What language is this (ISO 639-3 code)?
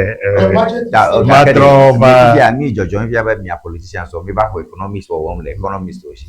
ewe